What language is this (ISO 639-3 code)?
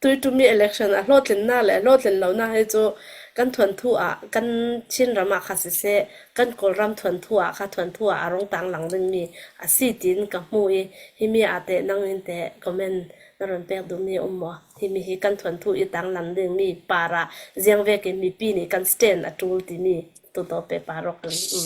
cnh